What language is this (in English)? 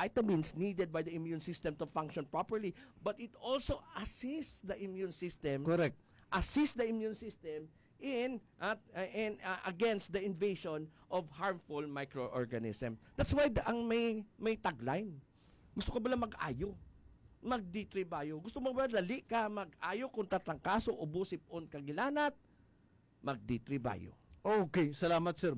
Hiligaynon